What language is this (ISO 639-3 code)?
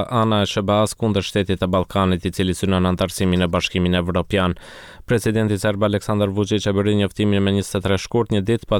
sqi